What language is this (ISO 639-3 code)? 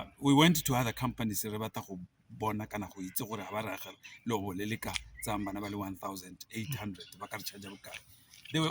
tsn